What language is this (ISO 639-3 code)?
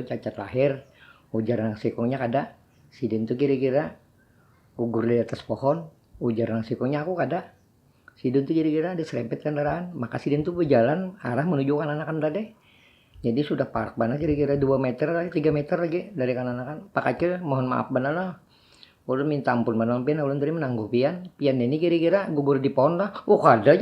bjn